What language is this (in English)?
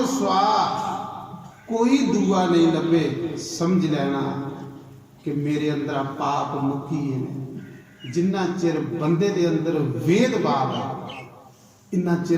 Dogri